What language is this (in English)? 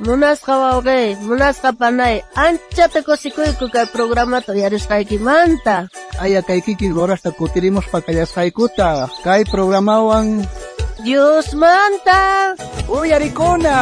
South Bolivian Quechua